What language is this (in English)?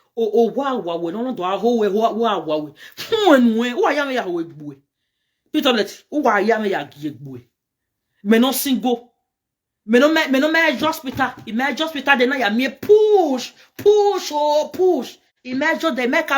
Nigerian Pidgin